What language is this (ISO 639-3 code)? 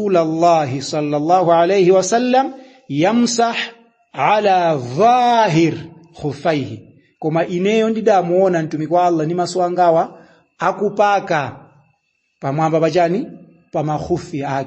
nya